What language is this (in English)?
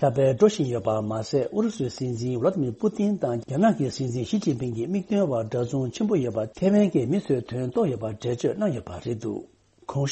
Tibetan